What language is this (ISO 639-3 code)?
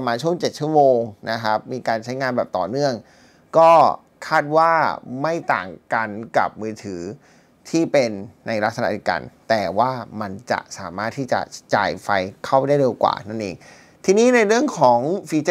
tha